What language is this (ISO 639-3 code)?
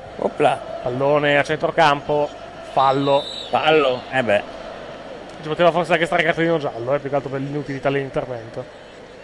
ita